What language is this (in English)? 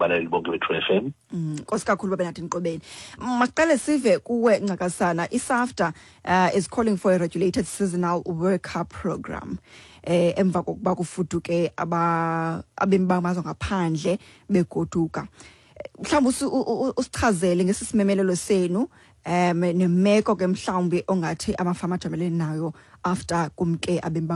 Xhosa